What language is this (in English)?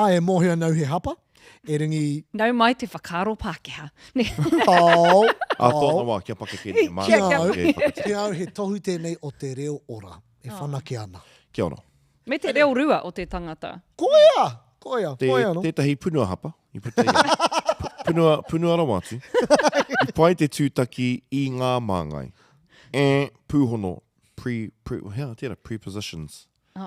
Māori